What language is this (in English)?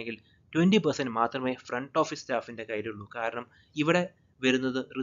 Malayalam